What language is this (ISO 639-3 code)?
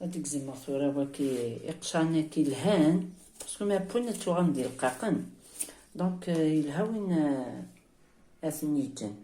kab